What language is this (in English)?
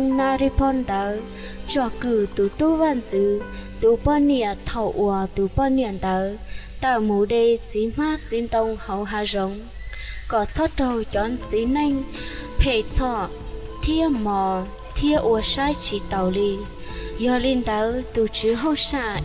Hmong